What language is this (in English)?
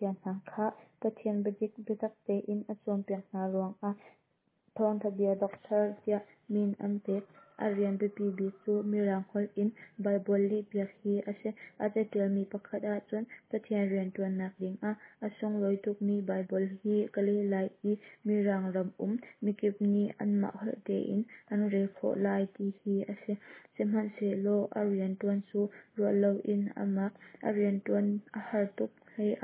Hakha Chin